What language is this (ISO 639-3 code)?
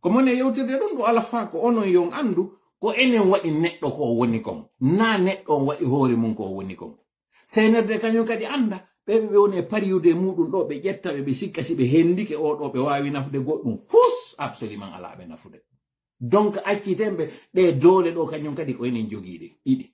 ful